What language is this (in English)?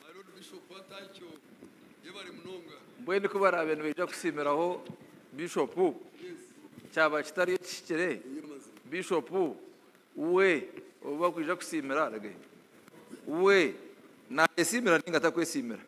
Nyankole